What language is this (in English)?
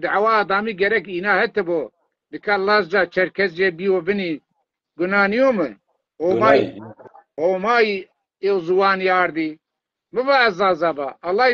Zaza